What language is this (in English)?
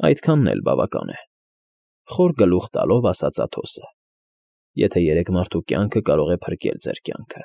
Armenian